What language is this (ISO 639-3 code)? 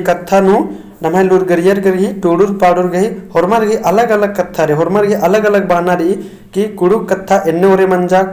kru